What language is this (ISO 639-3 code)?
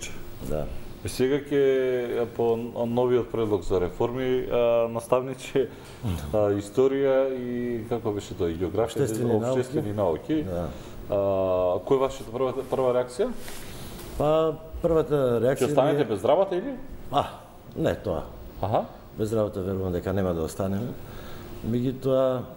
mkd